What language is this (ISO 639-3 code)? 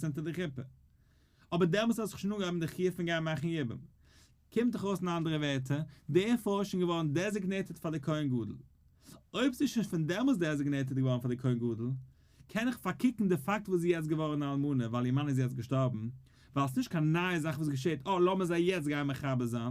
yid